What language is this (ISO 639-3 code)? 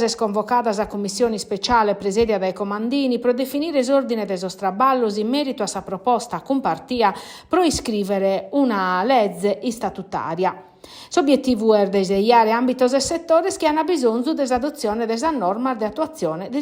srd